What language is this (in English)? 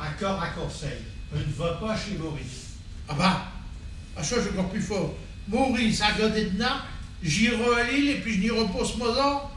Picard